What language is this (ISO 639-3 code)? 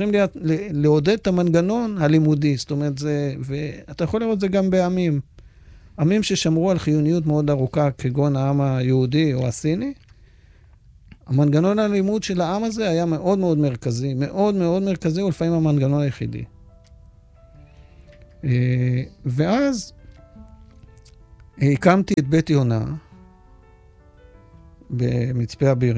heb